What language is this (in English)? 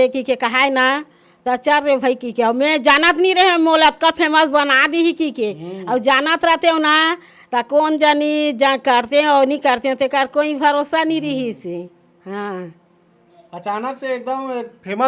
Chhattisgarhi